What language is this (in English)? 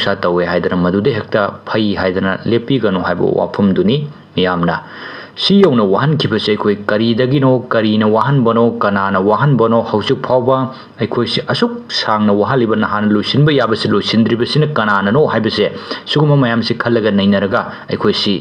Manipuri